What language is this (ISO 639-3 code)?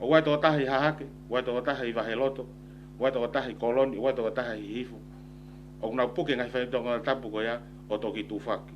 ton